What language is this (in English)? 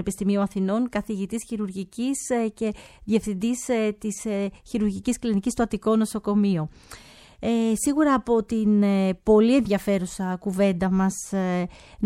Greek